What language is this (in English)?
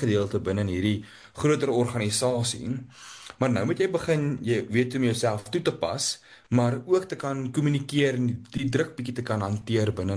Afrikaans